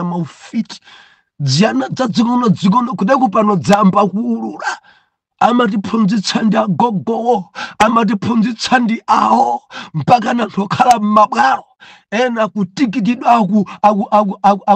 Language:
Nyanja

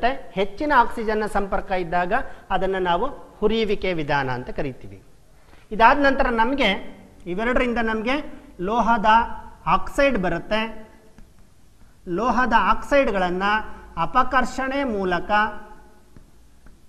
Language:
Kannada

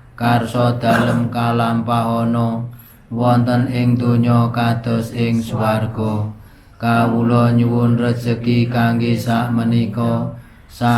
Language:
Javanese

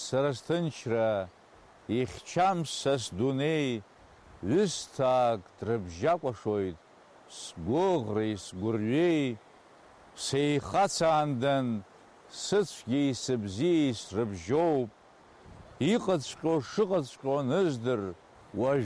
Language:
Abkhazian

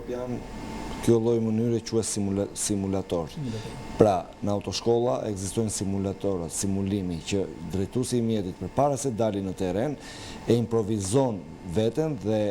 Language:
Albanian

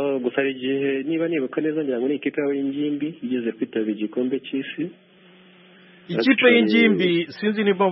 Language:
Kinyarwanda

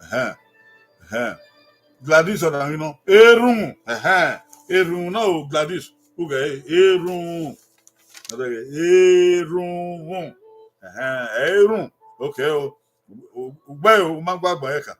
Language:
Bini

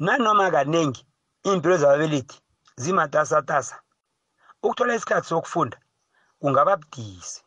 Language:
South Ndebele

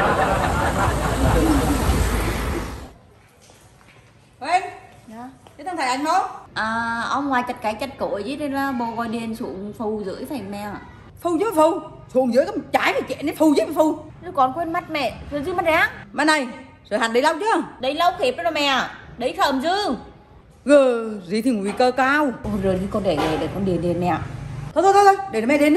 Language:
Vietnamese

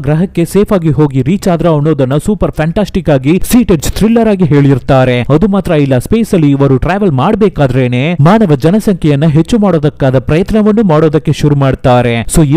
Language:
Kannada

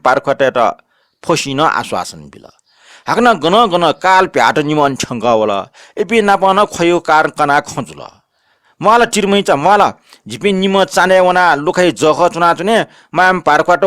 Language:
Newari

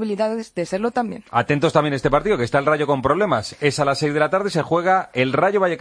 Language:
Spanish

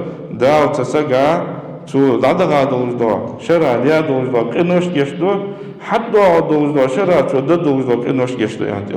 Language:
Ingush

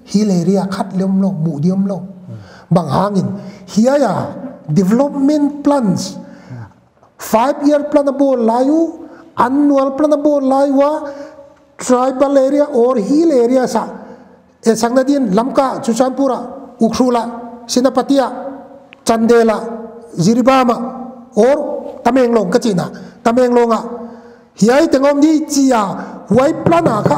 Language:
Paite Chin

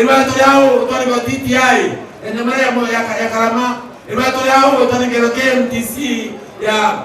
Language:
Meru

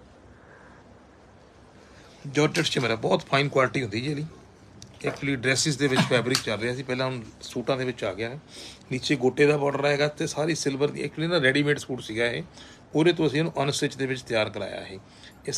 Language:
Punjabi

